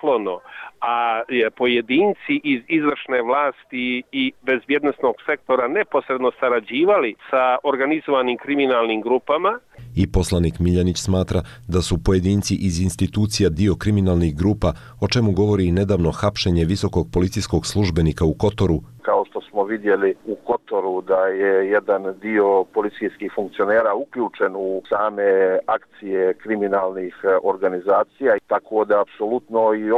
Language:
Croatian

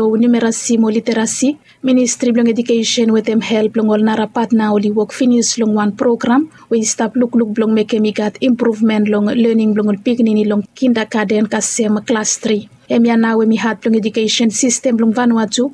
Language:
Bislama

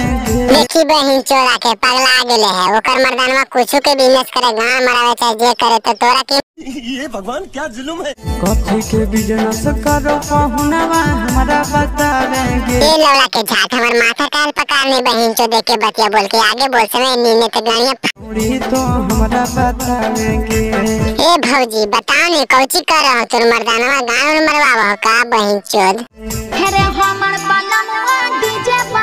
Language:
Magahi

